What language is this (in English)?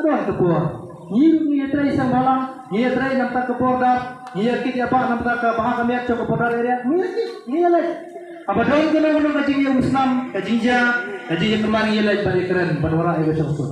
Khasi